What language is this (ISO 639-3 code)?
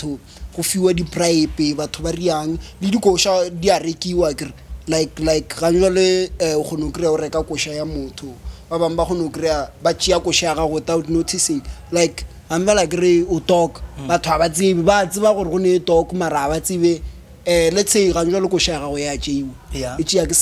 nso